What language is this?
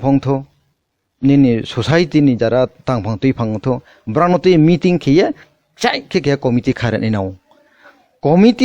Kok Borok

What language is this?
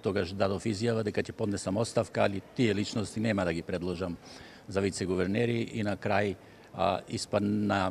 Macedonian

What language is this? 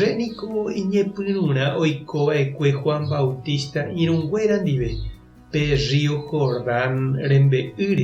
Guarani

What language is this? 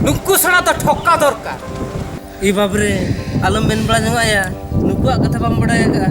Santali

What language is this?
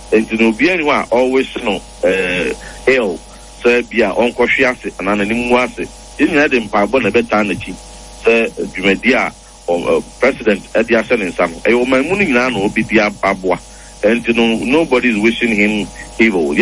Akan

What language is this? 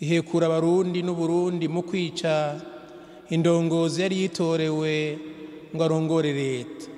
Rundi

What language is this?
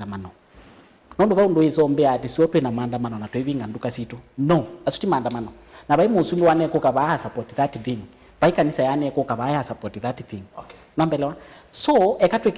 Kamba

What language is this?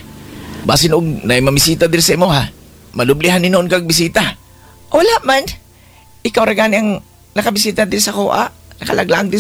Cebuano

